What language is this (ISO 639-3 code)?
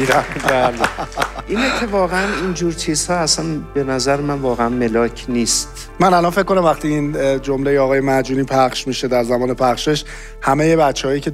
fas